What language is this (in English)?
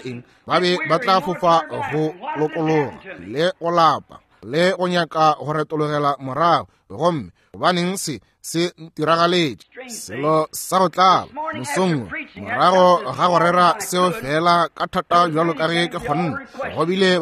Northern Sotho